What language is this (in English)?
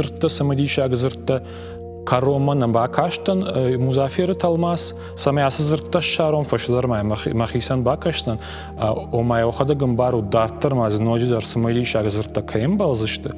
Ossetic